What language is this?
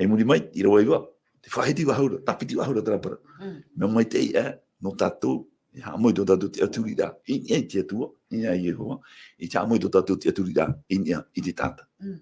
Tahitian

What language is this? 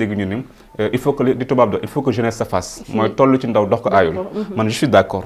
Wolof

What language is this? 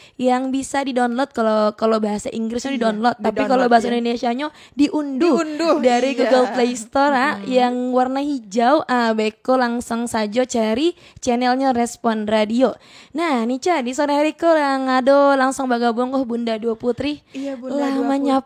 Minangkabau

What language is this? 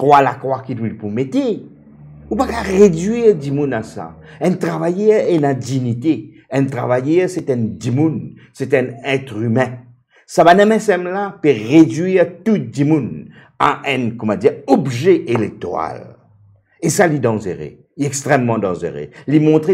Morisyen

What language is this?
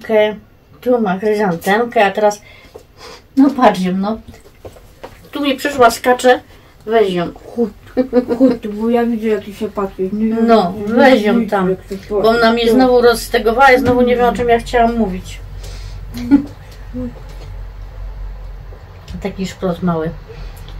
Polish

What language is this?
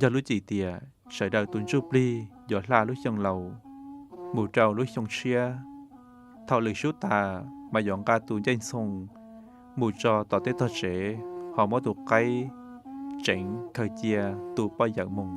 Hmong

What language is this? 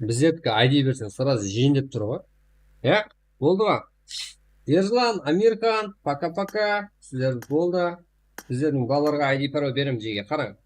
Kara-Kalpak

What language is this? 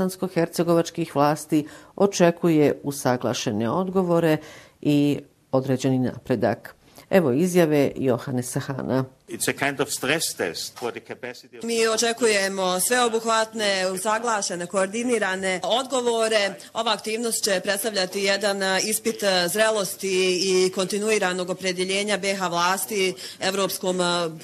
Bosnian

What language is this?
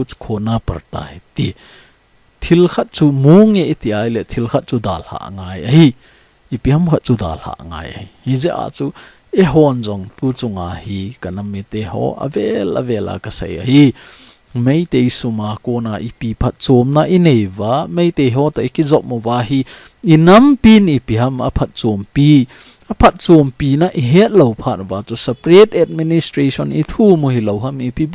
Thado Chin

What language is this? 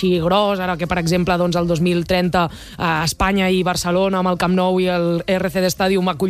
Catalan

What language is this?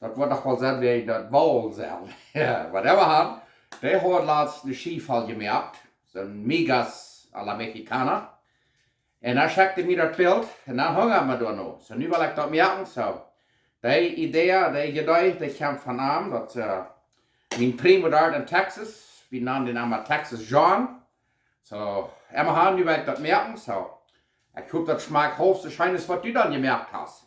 Plautdietsch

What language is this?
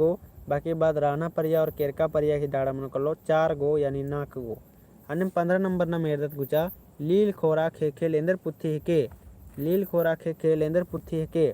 Kurukh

